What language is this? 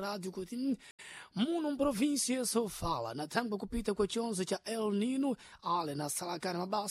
Sena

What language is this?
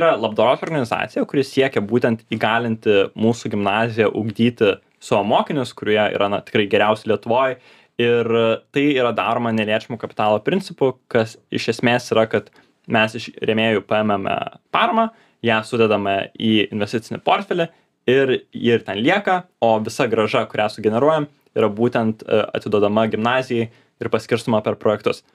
Lithuanian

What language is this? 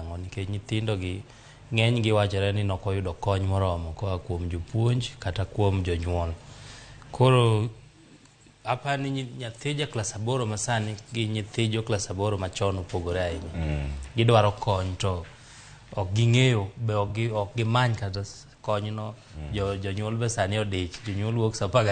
Luo (Kenya and Tanzania)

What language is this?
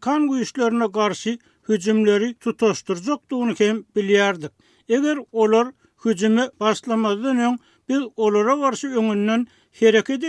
Turkmen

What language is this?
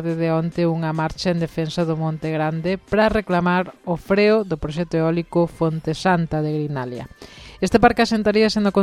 Galician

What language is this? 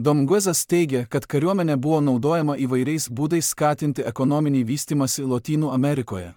Lithuanian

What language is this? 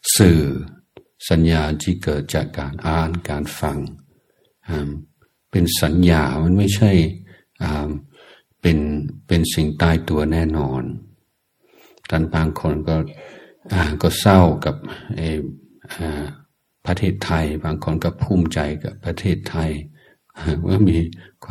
Thai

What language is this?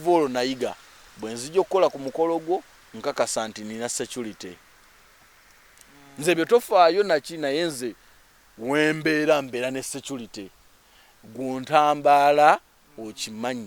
Ganda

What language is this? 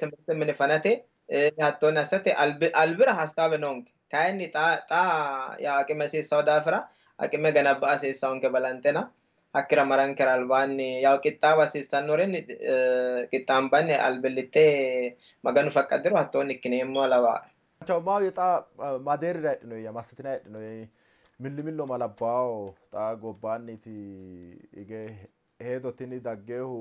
Sidamo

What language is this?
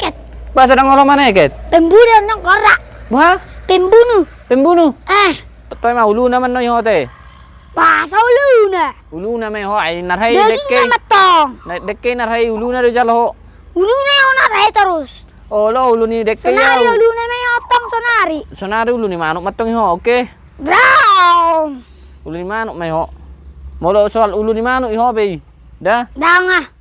Batak Toba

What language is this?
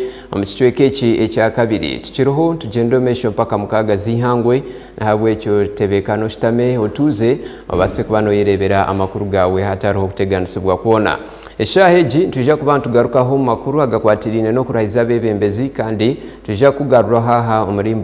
Nyankole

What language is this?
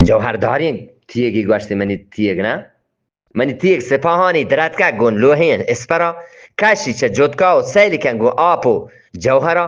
Eastern Balochi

